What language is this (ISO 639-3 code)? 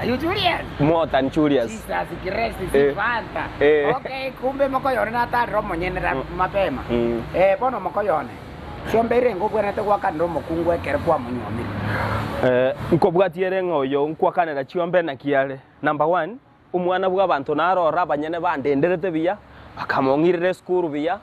guz